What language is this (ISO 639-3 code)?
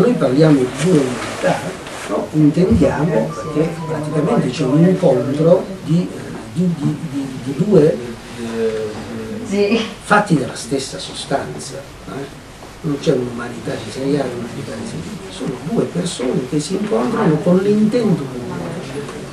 ita